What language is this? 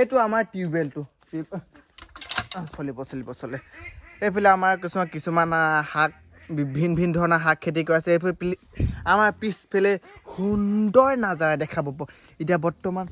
Assamese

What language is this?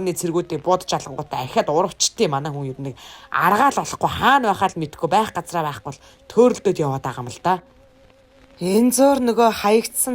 Mongolian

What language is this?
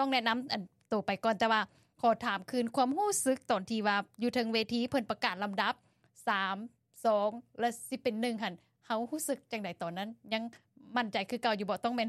Lao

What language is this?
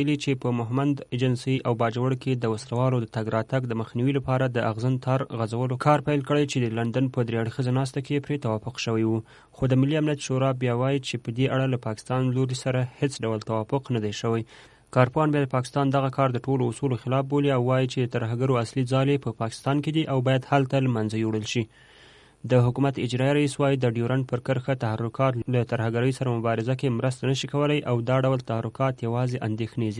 Pashto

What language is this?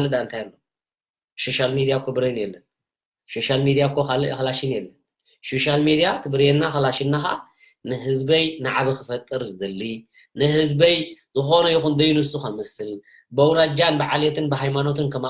Tigrinya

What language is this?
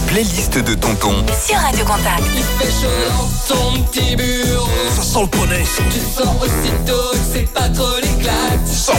French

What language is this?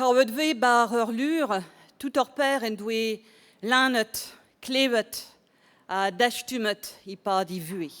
Breton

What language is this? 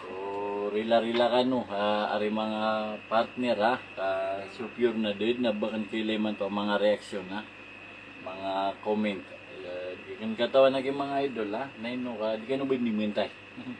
Maranao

